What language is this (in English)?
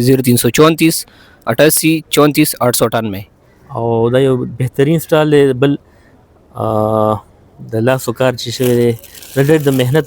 Pashto